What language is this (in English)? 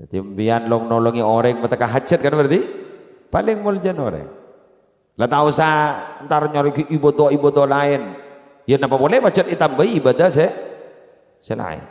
Madurese